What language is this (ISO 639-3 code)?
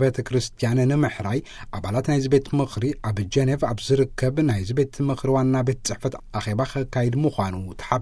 tir